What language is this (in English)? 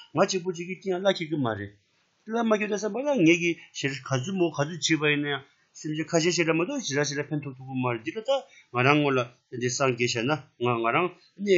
Tibetan